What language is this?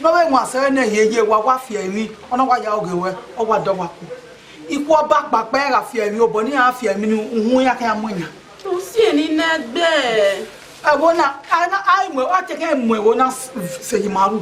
Bini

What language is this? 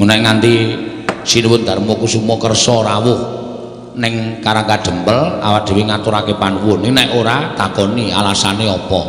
Javanese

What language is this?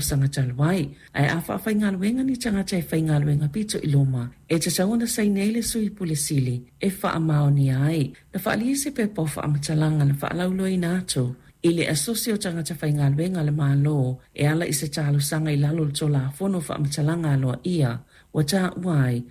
Samoan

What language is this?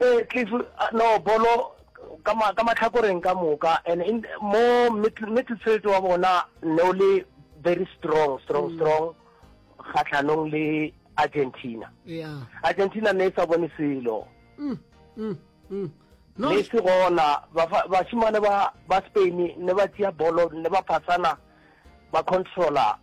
Northern Sotho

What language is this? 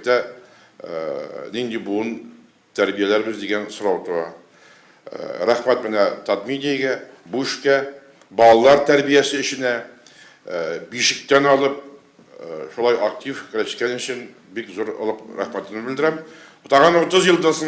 Tatar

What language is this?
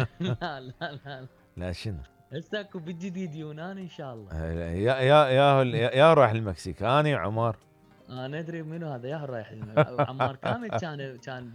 Mesopotamian Arabic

